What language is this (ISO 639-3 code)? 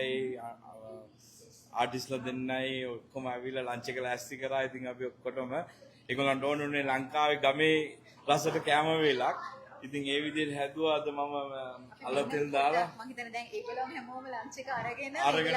sin